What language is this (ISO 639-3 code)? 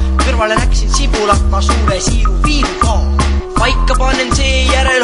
est